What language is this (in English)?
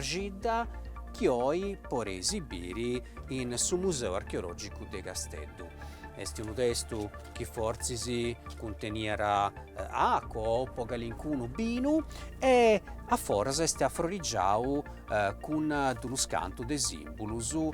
Sardinian